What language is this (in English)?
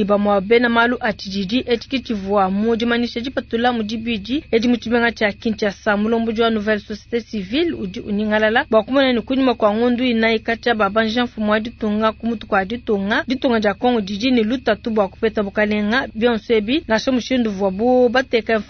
Luba-Lulua